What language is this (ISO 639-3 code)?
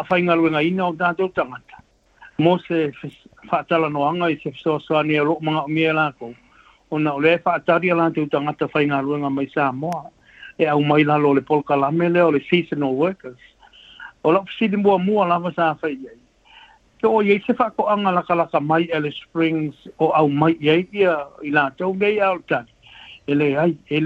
smo